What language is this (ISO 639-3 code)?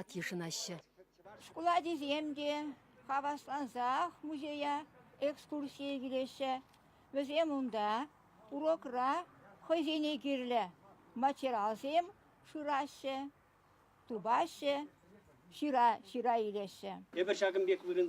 chv